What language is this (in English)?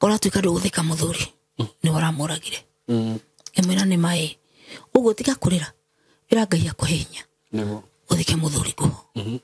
Kikuyu